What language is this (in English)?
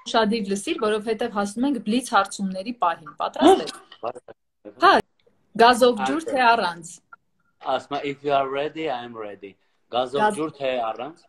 Armenian